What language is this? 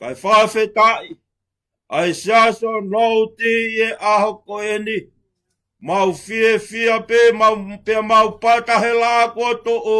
Tongan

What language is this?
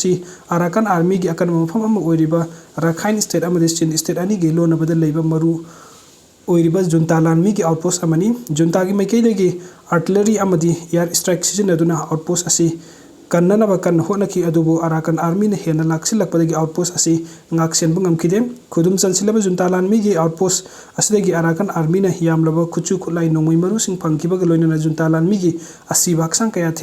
Manipuri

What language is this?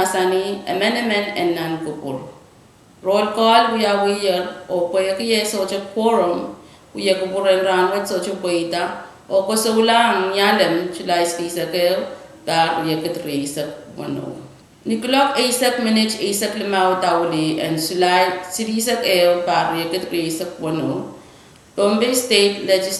Pohnpeian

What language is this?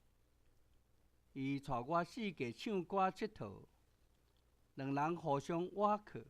Min Nan Chinese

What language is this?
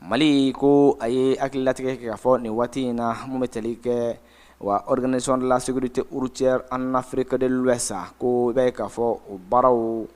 Bambara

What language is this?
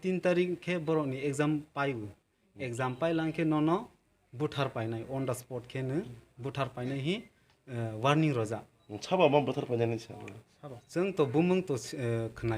Kok Borok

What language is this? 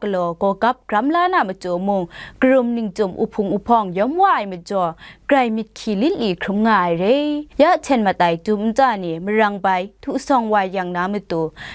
Kachin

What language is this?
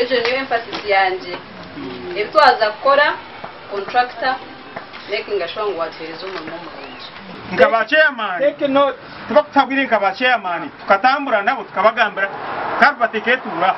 Nyankole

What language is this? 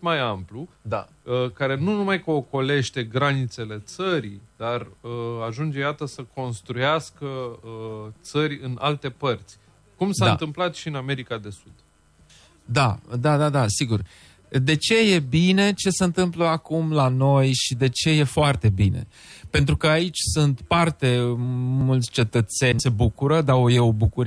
Romanian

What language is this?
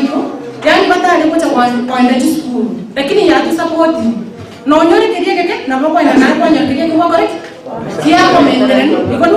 Gusii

